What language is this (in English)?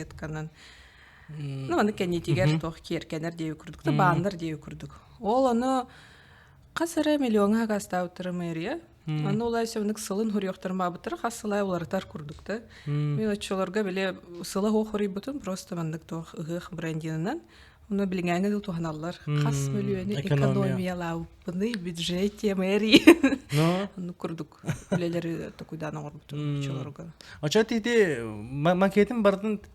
Yakut